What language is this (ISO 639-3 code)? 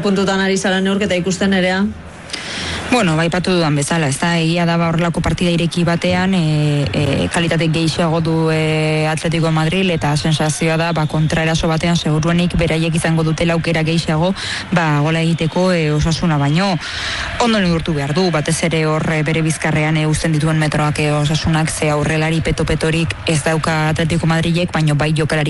eus